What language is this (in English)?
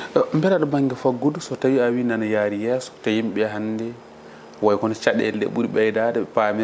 Fula